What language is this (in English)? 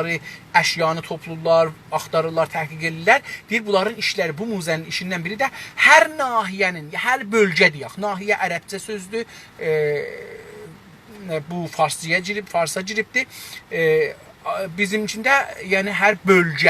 South Azerbaijani